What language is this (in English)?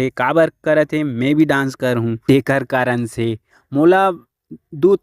Chhattisgarhi